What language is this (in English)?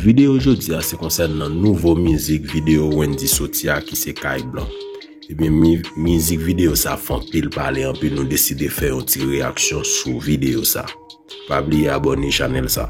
Haitian Creole